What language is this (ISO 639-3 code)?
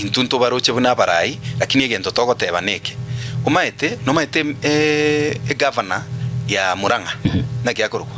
guz